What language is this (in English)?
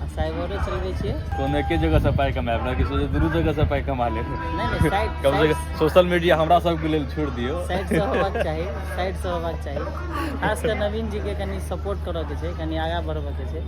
Maithili